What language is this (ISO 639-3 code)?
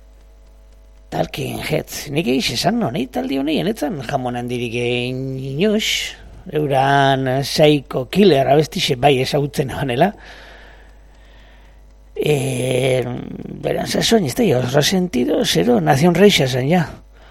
eus